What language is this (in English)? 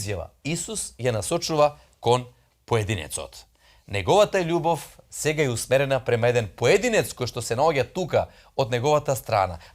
Macedonian